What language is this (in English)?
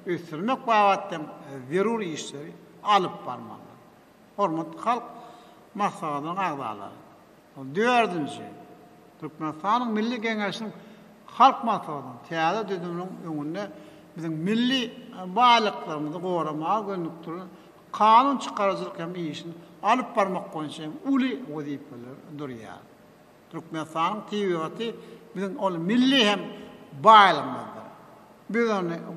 Turkmen